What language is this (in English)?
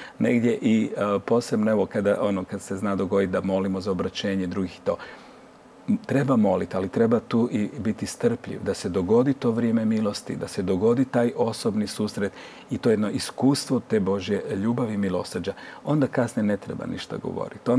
Croatian